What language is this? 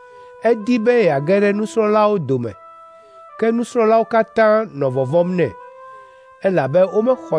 Ewe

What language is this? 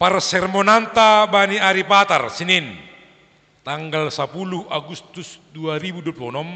Batak Simalungun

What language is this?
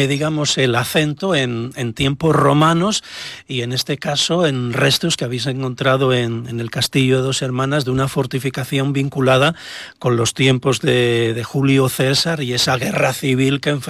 Spanish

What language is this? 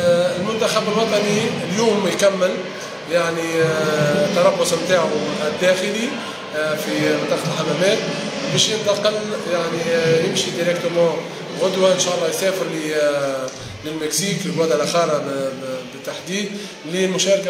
Tunisian Arabic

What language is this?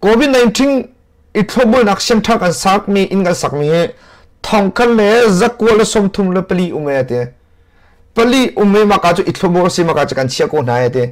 Hakha Chin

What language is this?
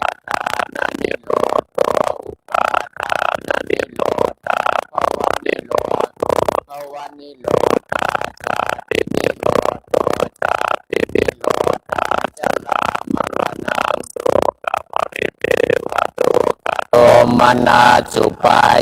Pali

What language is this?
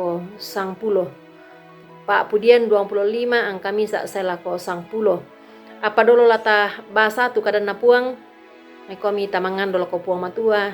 Toraja-Sa'dan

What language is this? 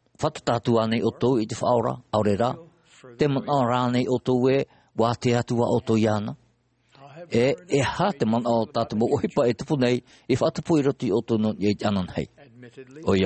Tahitian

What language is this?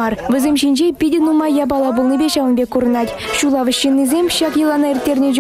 Chuvash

